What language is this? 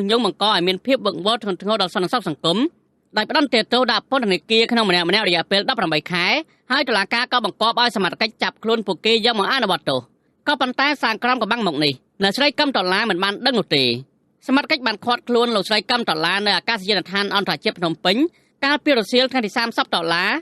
Khmer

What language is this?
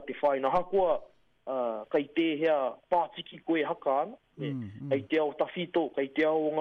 Māori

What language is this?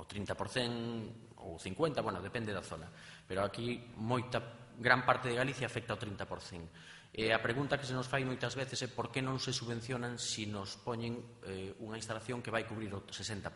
Galician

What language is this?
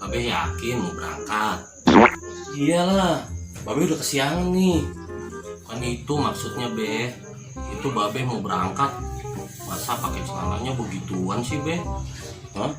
Betawi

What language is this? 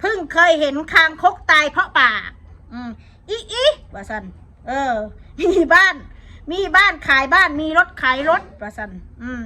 Northeastern Thai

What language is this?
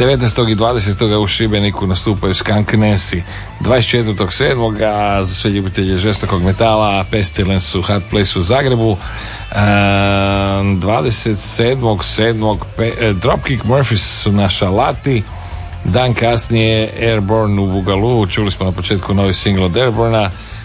Croatian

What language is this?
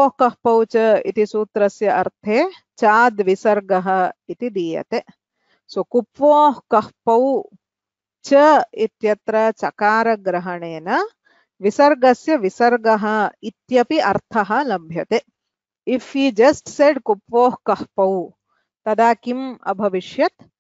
Sanskrit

